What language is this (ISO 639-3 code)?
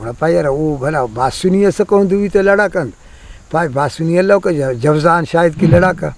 brh